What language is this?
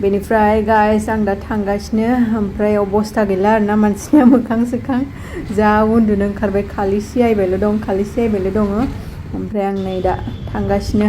Bodo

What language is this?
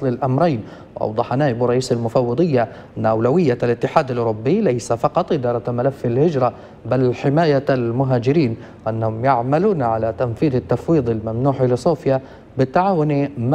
Arabic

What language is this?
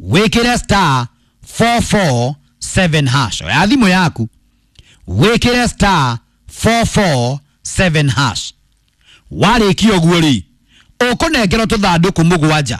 Kikuyu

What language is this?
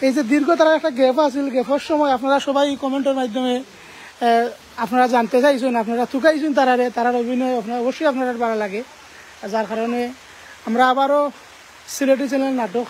Sylheti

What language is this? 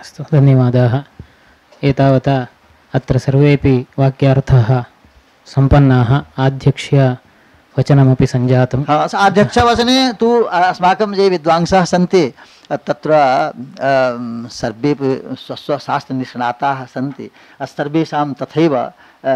Sanskrit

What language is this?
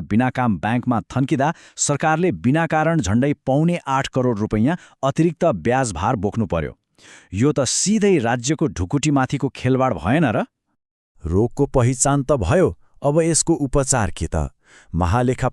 Nepali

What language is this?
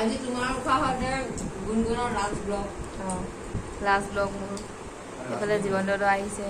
Assamese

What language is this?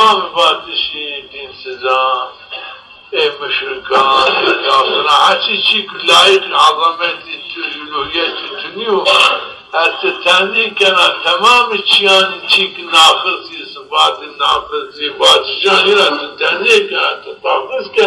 Zaza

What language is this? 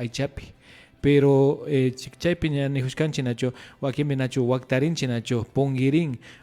Imbabura Highland Quichua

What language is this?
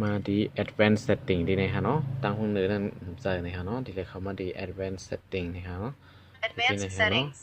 Shan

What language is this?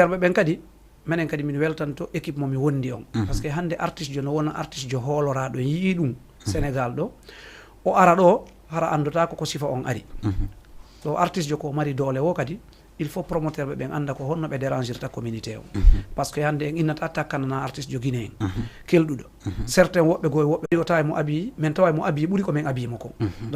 Fula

